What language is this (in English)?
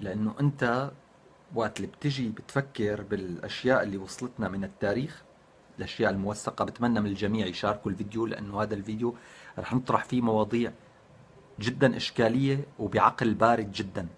North Levantine Arabic